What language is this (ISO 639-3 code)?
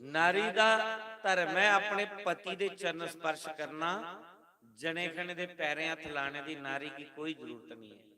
doi